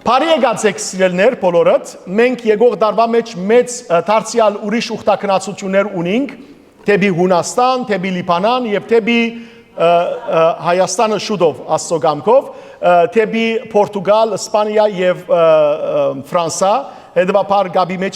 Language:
Western Armenian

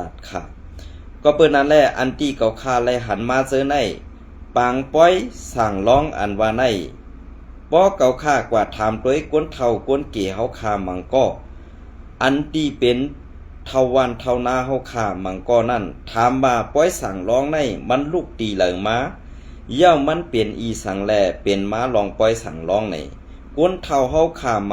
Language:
Shan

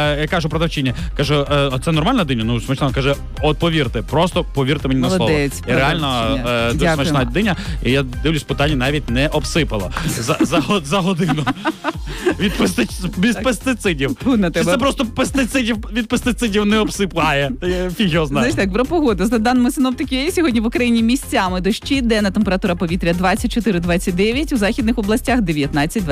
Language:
Ukrainian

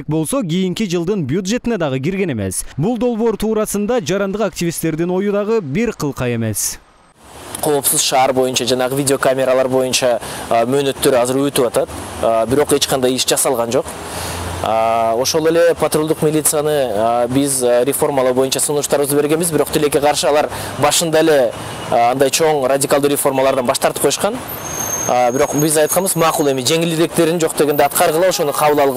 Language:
Kyrgyz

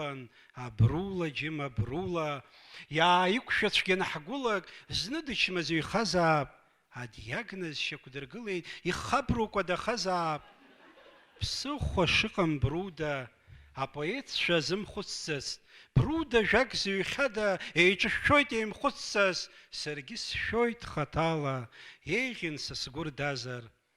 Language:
Abkhazian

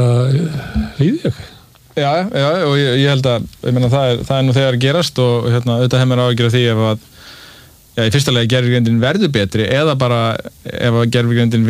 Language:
Icelandic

